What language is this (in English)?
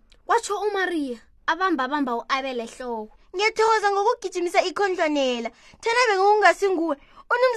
South Ndebele